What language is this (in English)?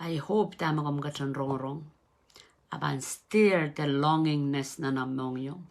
Pohnpeian